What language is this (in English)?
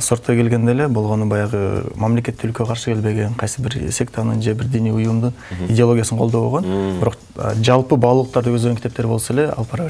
Kyrgyz